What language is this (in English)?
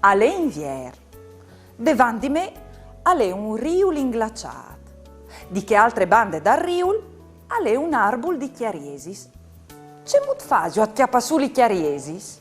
Friulian